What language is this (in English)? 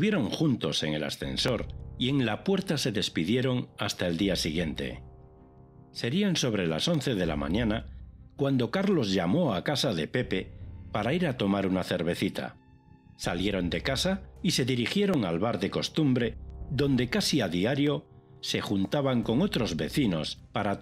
Spanish